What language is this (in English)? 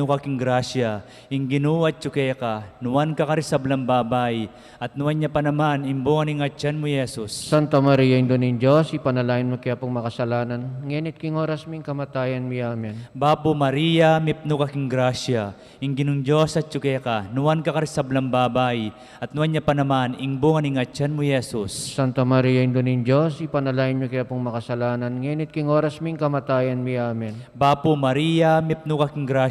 Pampanga